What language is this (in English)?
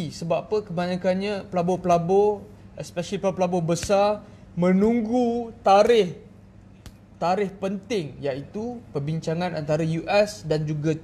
Malay